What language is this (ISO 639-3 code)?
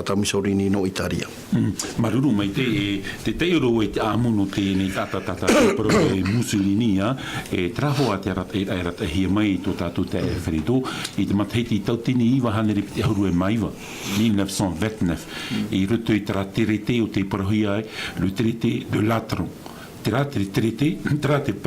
tah